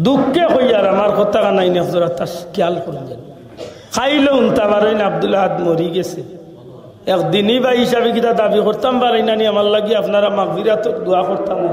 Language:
Sylheti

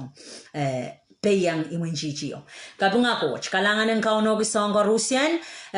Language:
Pohnpeian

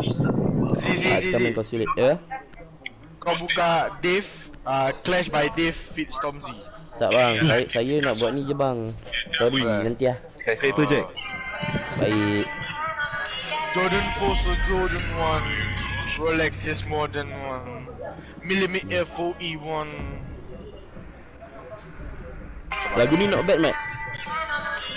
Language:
Malay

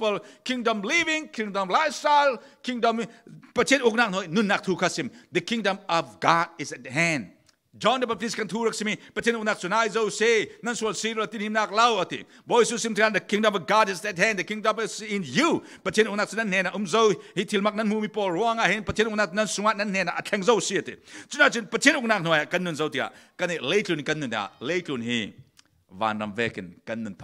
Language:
Falam Chin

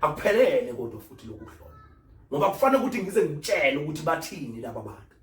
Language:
Zulu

